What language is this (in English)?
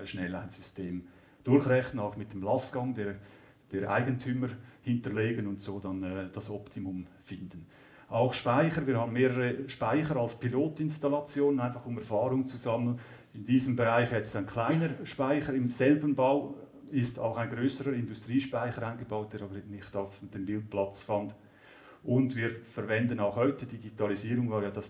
German